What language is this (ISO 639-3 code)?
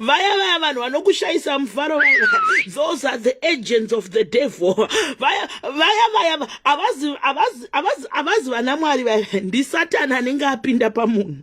sna